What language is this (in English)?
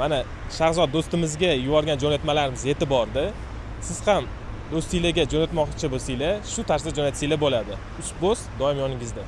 Uzbek